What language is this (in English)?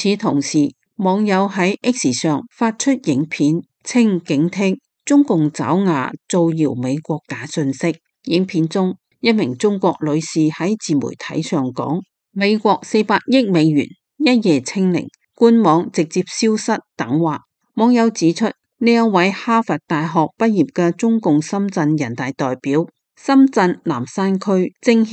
Cantonese